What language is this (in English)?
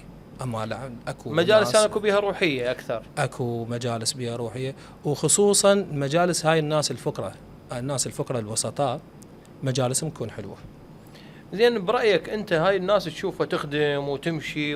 Mesopotamian Arabic